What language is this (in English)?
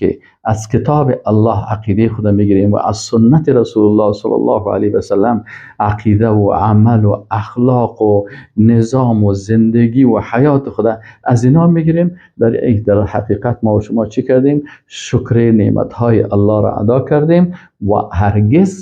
Persian